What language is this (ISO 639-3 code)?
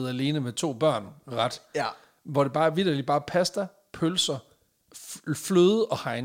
dan